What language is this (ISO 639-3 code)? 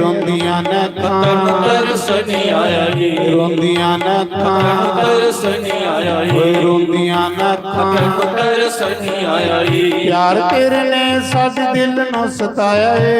doi